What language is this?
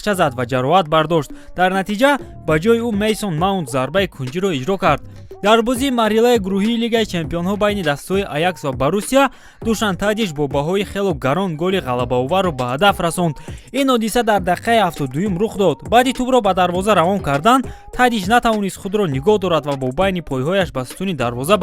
Tajik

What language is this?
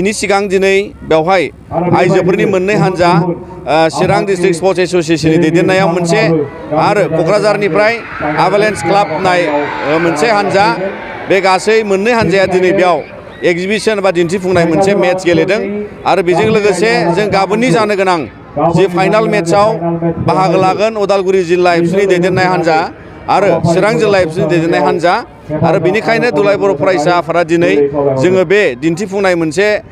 Bodo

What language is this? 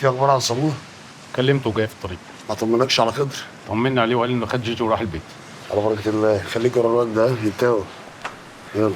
Egyptian Arabic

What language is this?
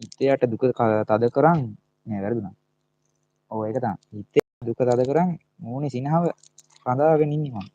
Sinhala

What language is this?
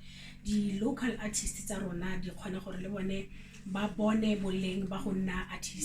Tswana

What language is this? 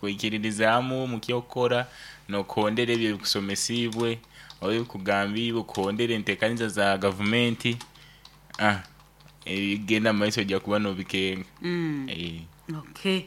Nyankole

